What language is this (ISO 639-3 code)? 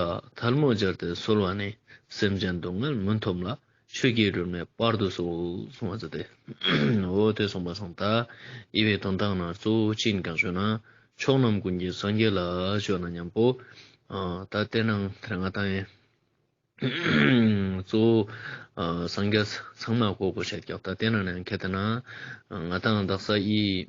lbj